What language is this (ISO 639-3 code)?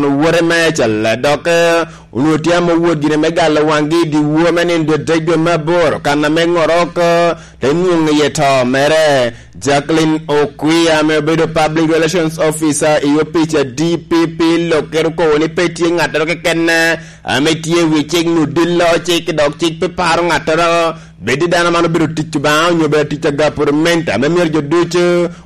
laj